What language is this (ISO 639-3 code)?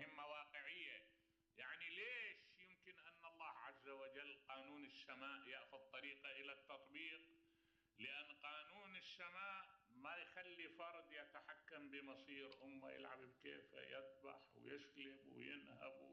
acm